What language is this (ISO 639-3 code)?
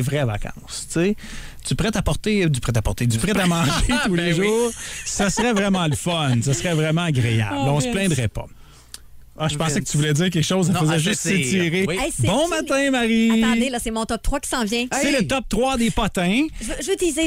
fra